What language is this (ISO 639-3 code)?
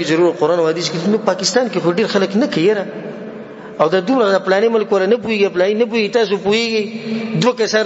pus